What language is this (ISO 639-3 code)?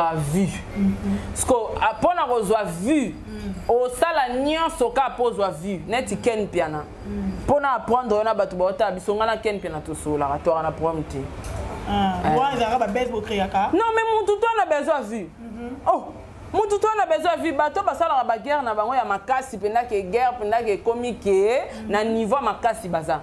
lin